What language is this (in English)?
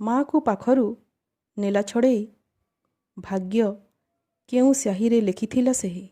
Odia